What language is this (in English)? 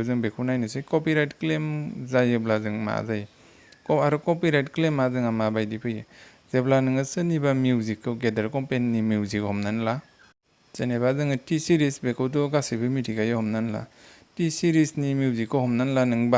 Bodo